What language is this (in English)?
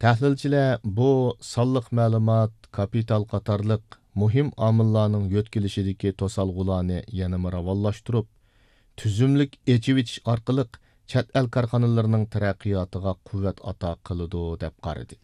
Uyghur